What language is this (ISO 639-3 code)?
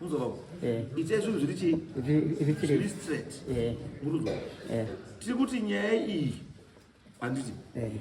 sna